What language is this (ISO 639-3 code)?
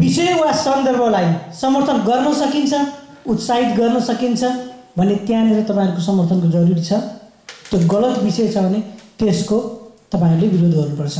nep